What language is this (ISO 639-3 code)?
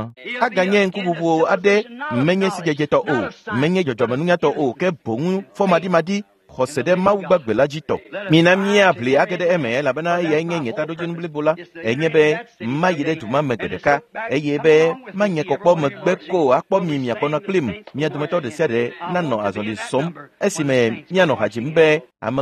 ewe